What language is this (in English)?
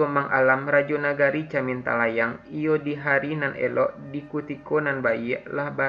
Minangkabau